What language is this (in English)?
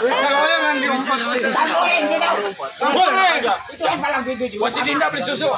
Betawi